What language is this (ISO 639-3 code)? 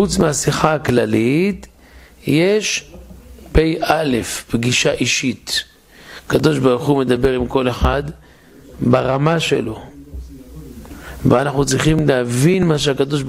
heb